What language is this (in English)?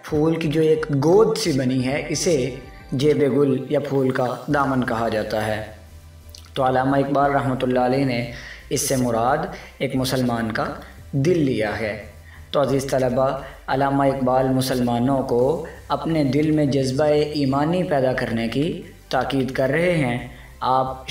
Urdu